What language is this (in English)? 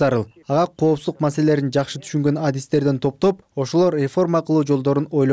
Kyrgyz